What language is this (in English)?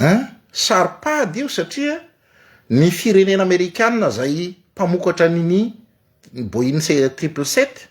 Malagasy